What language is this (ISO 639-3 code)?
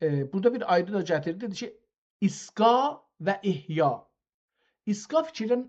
azb